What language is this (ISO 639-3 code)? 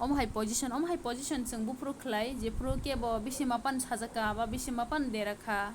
trp